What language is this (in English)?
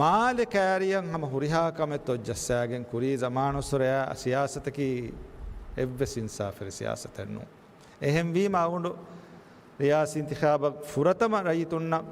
Divehi